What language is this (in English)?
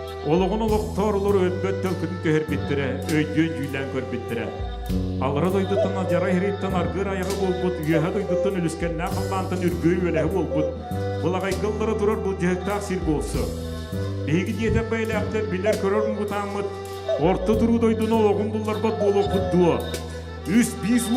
Yakut